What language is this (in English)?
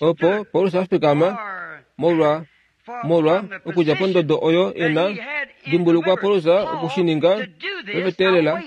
Kuanyama